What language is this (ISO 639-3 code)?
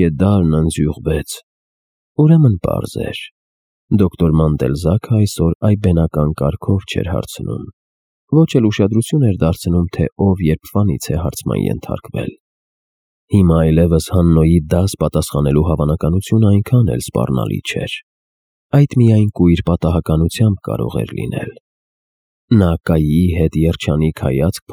hye